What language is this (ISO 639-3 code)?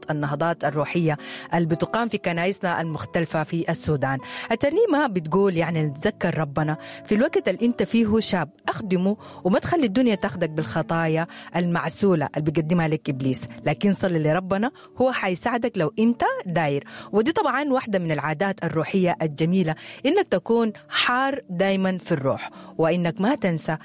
apd